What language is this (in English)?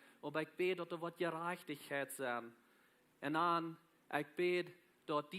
Plautdietsch